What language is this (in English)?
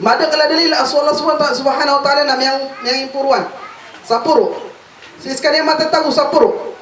Maranao